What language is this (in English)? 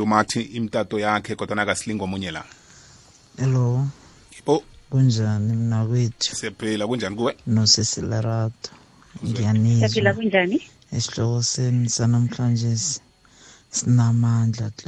South Ndebele